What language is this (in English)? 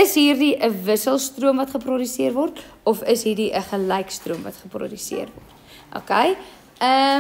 Afrikaans